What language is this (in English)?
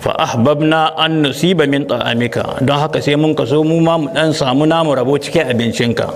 Hausa